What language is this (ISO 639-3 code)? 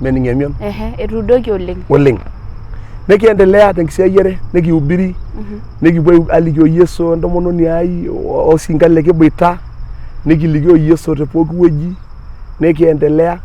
mas